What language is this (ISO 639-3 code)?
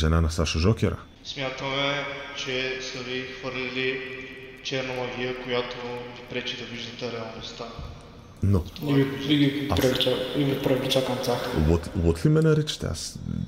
bul